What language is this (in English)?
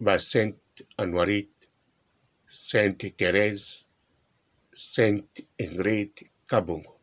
Lingala